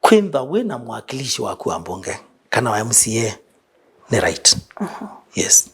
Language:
Kamba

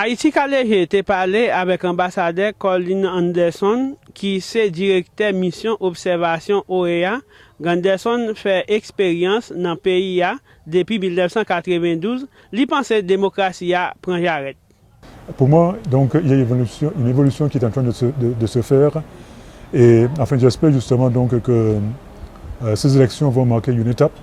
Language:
Haitian Creole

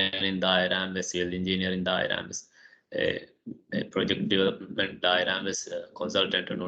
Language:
Divehi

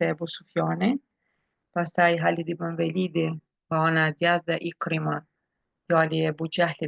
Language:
Albanian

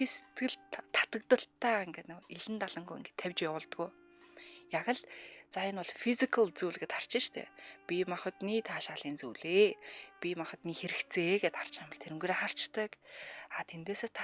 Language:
Mongolian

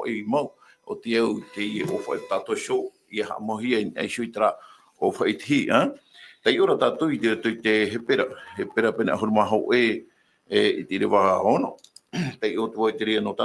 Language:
Tahitian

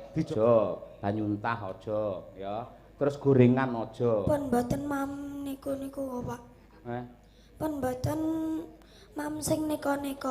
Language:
Javanese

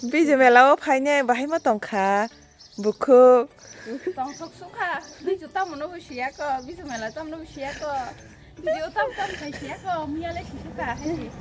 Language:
Kok Borok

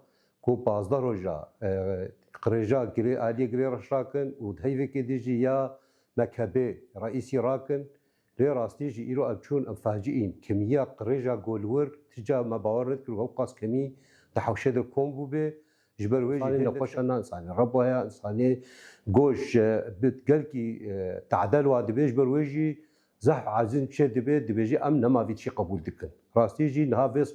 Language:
Kurdish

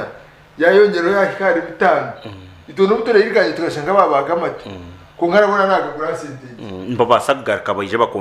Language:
Nyankole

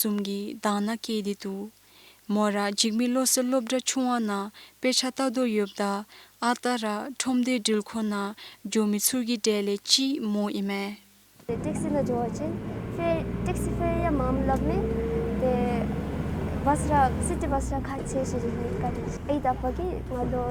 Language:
Dzongkha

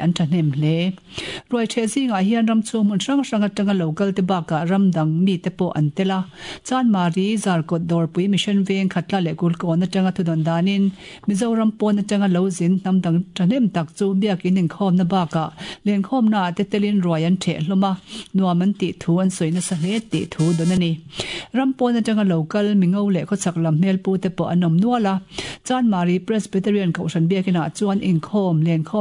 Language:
Mizo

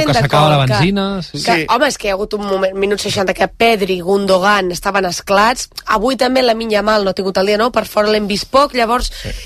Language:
Catalan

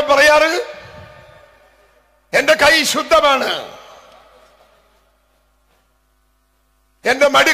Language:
Malayalam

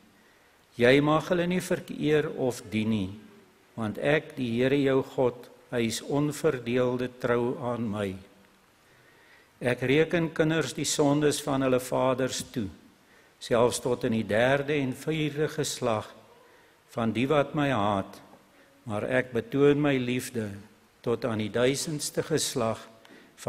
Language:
Afrikaans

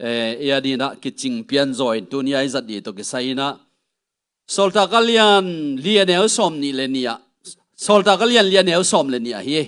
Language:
Tedim Chin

